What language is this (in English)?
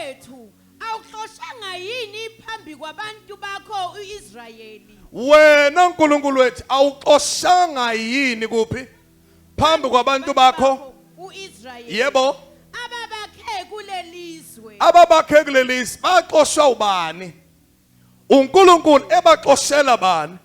Zulu